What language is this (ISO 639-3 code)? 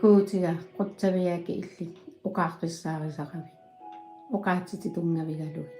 kal